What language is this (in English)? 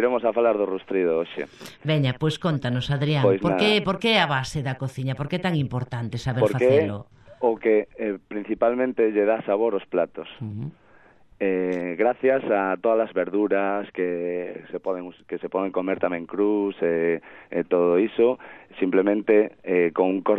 Galician